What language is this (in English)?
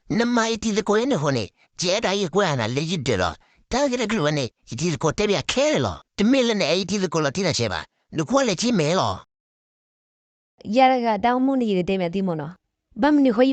S'gaw Karen